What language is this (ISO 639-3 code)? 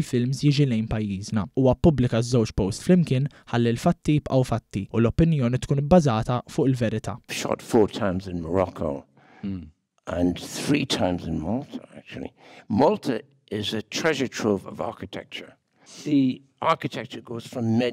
mlt